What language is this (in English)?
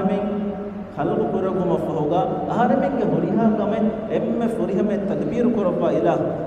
Divehi